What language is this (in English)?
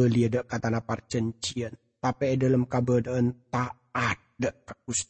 Madurese